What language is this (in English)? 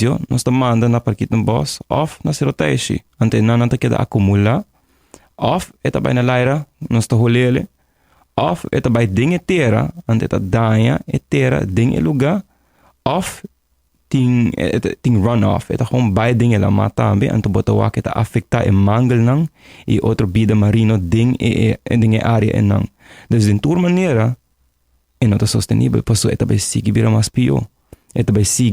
Papiamento